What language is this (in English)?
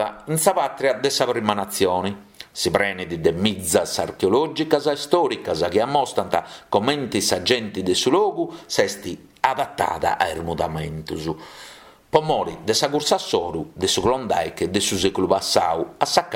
Sardinian